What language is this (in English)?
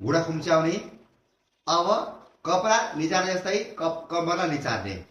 Nepali